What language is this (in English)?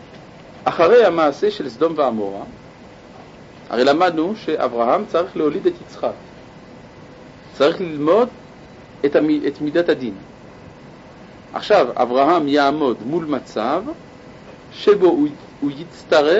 Hebrew